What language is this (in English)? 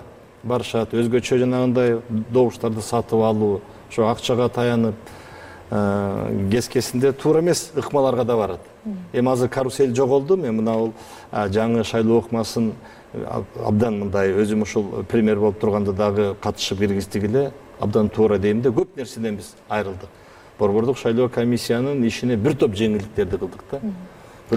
Kyrgyz